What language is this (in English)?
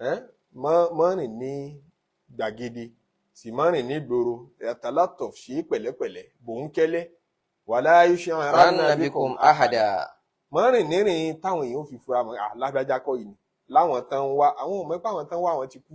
Yoruba